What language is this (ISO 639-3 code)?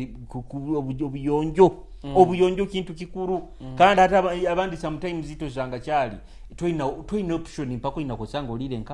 nyo